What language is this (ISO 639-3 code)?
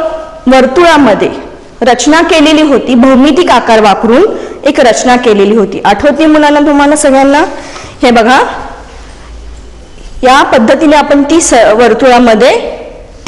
mar